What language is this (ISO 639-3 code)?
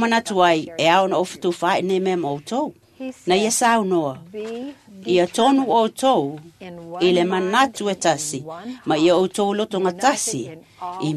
smo